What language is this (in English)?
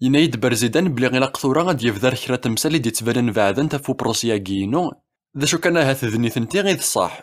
Kabyle